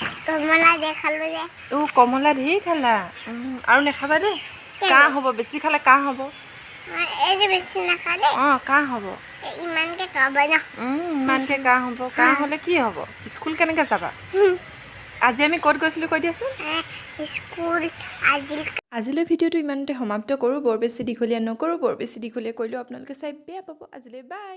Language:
Assamese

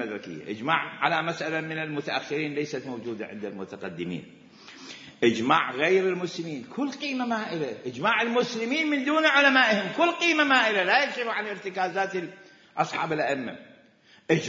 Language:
Mesopotamian Arabic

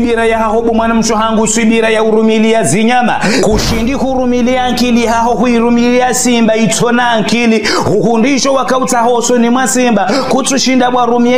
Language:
Ngazidja Comorian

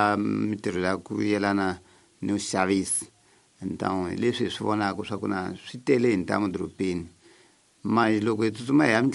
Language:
Tsonga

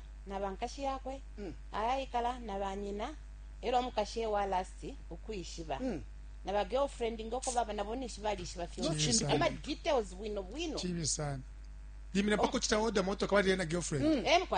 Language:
Bemba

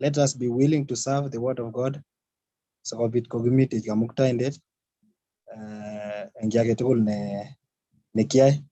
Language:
Kalenjin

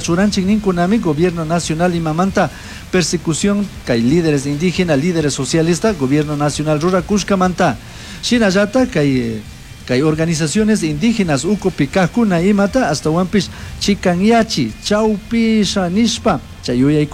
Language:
Chimborazo Highland Quichua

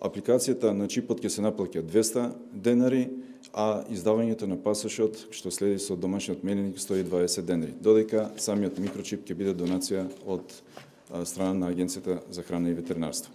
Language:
Macedonian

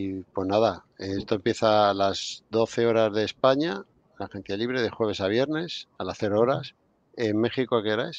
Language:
Spanish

